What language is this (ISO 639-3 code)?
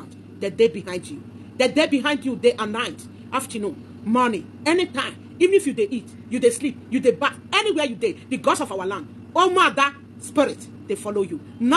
pcm